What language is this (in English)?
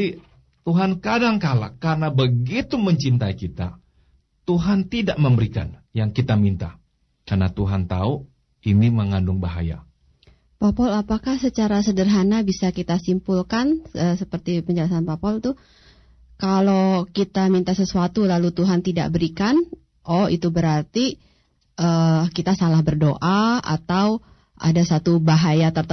Indonesian